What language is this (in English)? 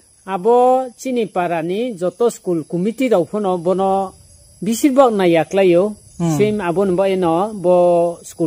Riang (India)